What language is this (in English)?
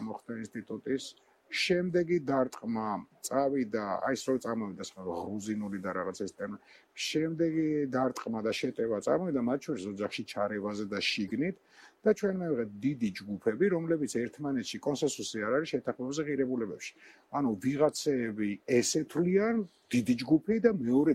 Georgian